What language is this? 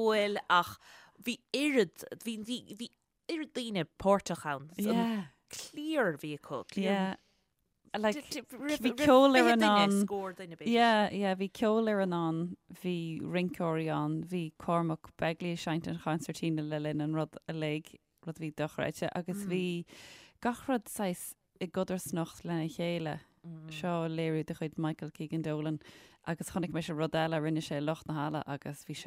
Irish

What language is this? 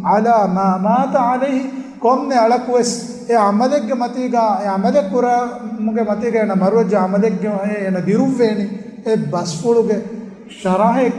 Divehi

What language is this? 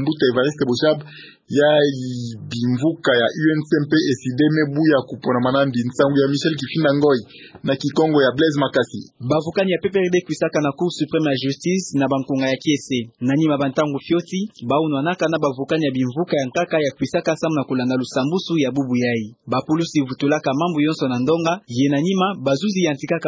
Kituba (Democratic Republic of Congo)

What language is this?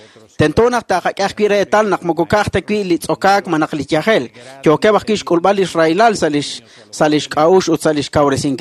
Kekchí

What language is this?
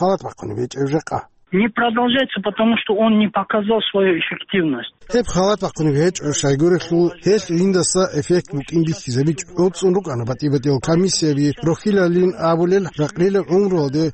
Avaric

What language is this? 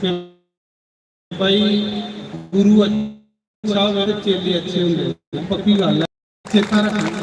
Dogri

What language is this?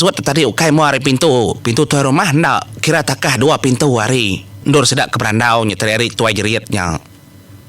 Iban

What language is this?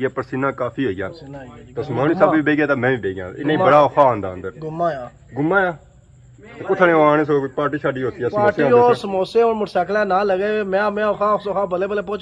Pahari-Potwari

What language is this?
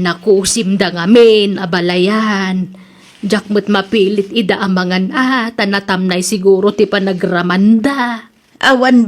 Iloko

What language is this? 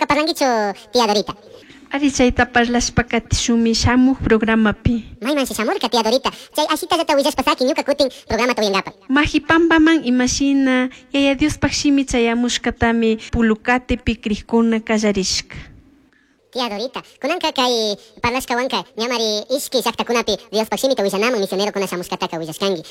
Chimborazo Highland Quichua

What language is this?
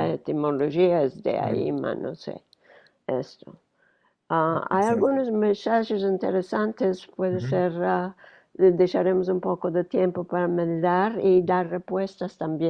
Ladino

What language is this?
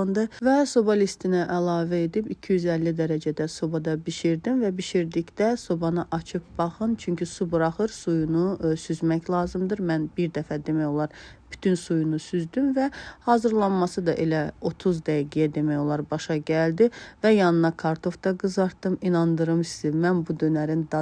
Azerbaijani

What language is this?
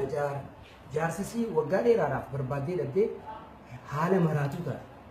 Oromo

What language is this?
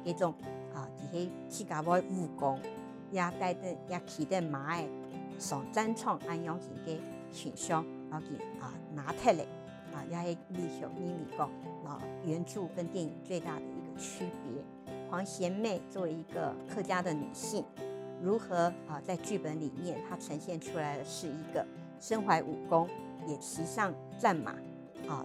Hakka Chinese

